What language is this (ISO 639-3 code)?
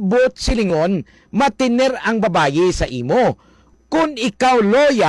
hil